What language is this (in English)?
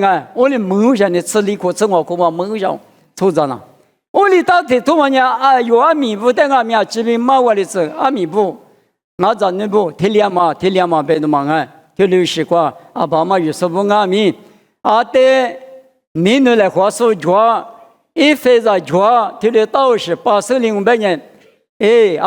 Lisu